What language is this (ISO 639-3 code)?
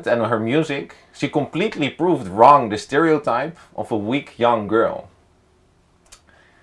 eng